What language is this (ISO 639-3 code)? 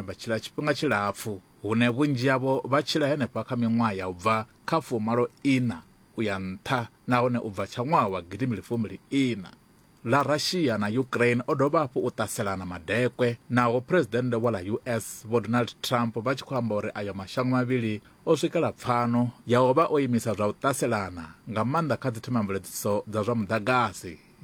ven